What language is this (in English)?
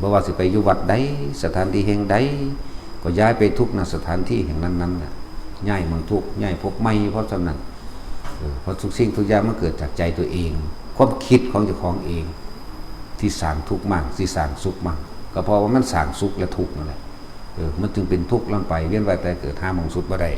Northeastern Thai